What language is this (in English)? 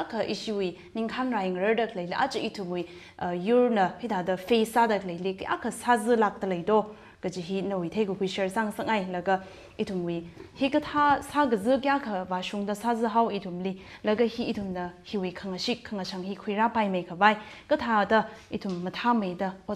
Tangkhul Naga (India)